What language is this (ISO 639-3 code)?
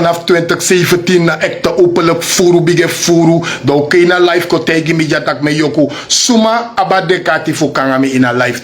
srn